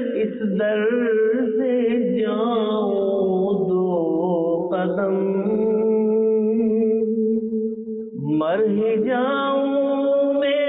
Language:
Urdu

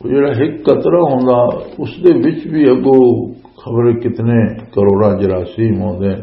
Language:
Western Panjabi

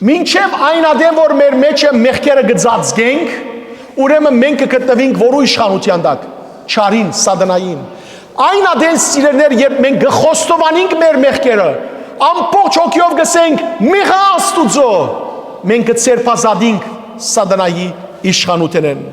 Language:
Western Armenian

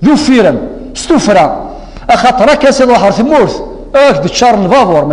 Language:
Kabyle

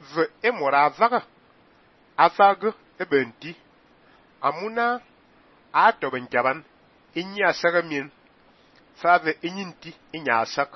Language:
Fang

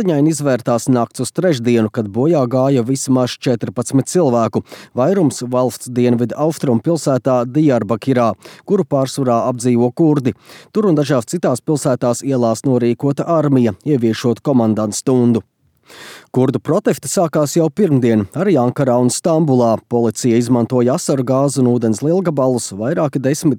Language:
Latvian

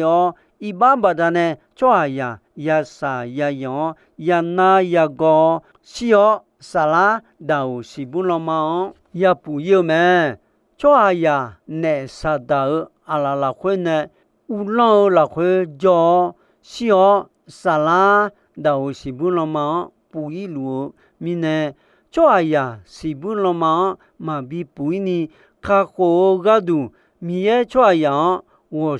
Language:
Akha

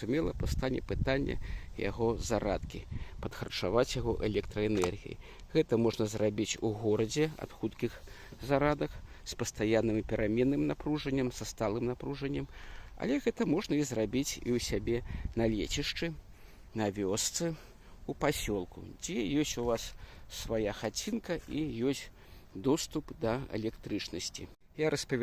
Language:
Belarusian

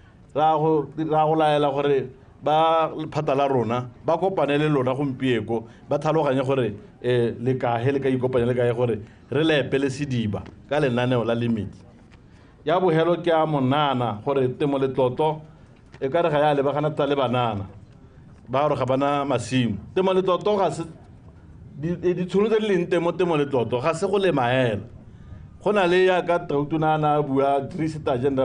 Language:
Tswana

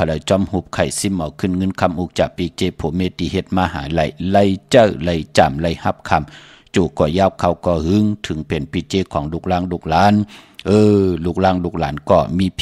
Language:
Shan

